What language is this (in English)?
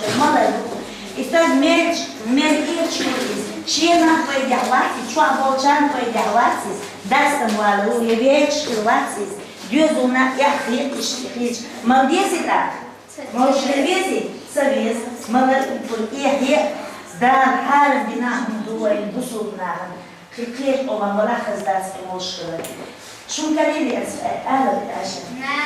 Chechen